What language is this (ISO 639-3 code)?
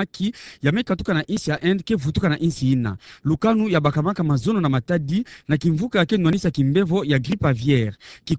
ktu